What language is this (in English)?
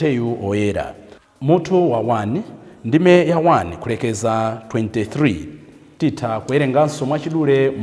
Nyanja